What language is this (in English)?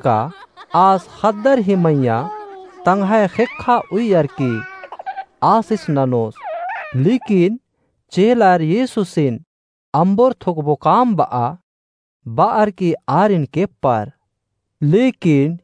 Kurukh